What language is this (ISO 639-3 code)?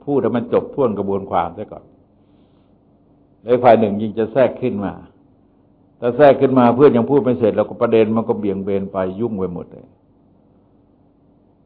tha